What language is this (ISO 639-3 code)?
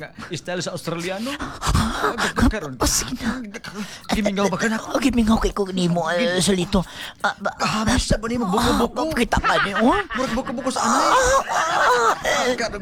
ceb